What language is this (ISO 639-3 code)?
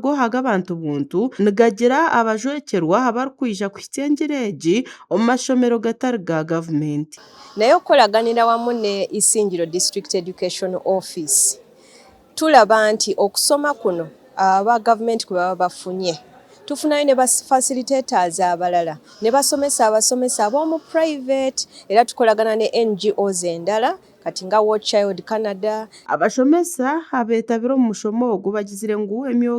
nyn